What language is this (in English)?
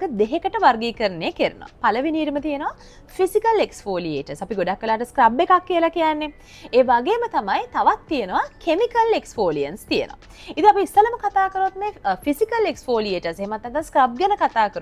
Sinhala